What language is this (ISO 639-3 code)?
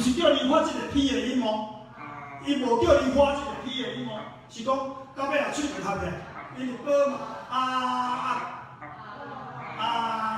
nan